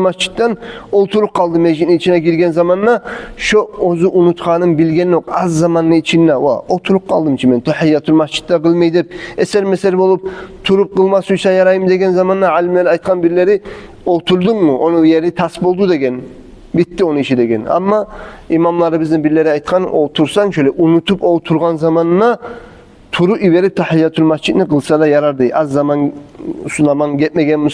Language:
Kumyk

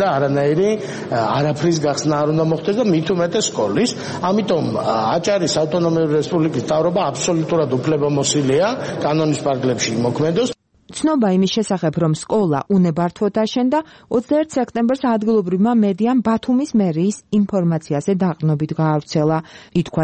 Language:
Georgian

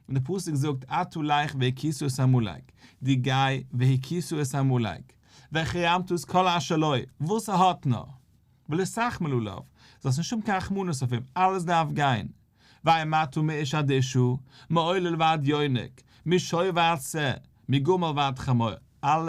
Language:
Yiddish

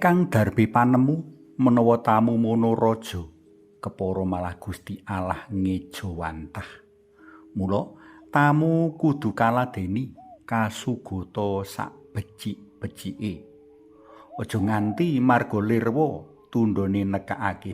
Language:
Javanese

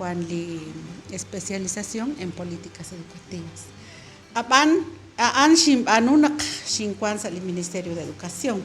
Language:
Kekchí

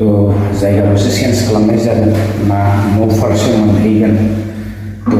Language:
Bodo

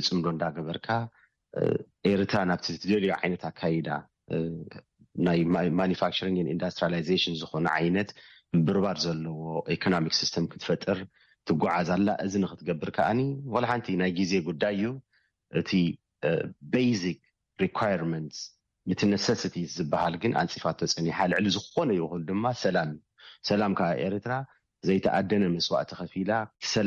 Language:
Tigrinya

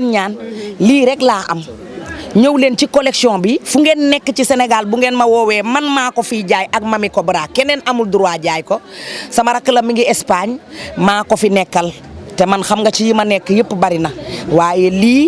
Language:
Wolof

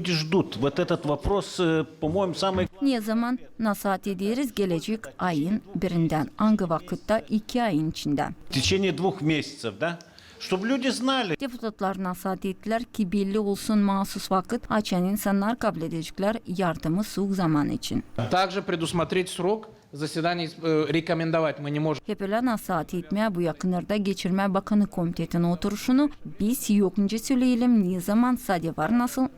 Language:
Gagauz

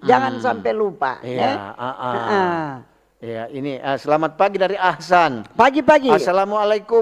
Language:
Manado Malay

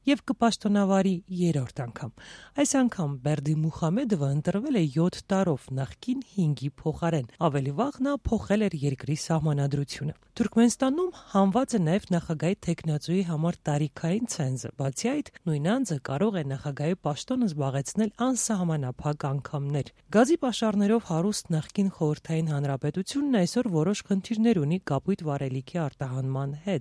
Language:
Armenian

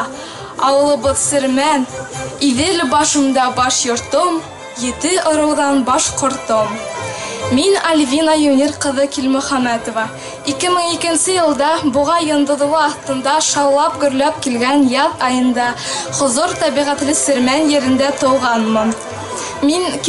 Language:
Bashkir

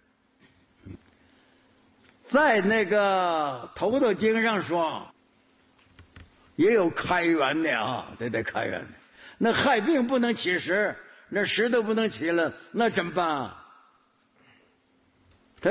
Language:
Chinese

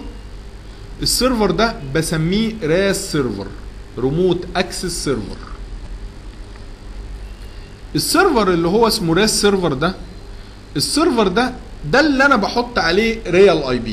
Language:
Egyptian Arabic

